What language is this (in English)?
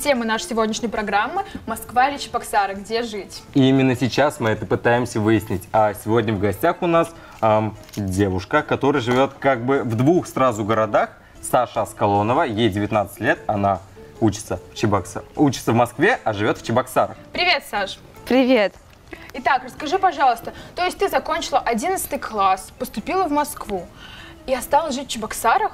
Russian